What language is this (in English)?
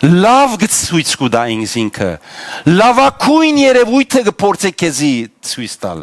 Western Armenian